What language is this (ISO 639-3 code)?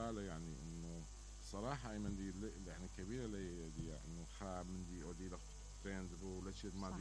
acm